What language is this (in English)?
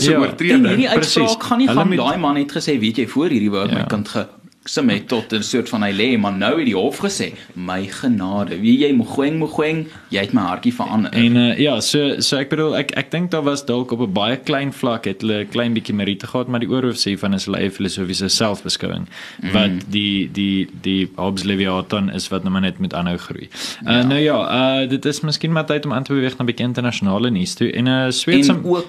Afrikaans